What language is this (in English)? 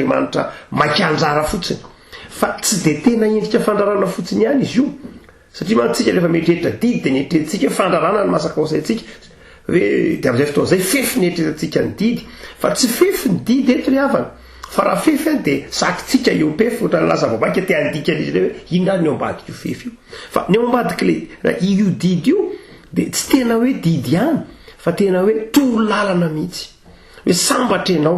Malagasy